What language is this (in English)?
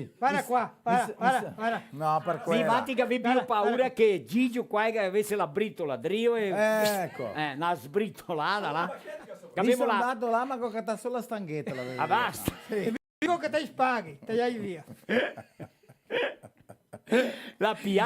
Venetian